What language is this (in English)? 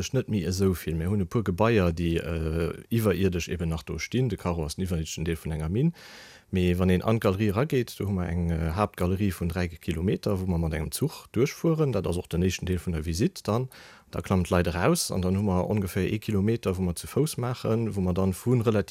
Luxembourgish